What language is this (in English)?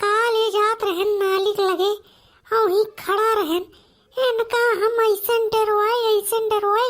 Awadhi